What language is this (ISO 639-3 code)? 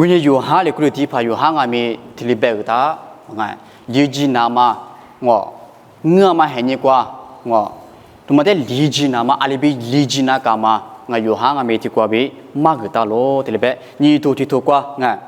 lis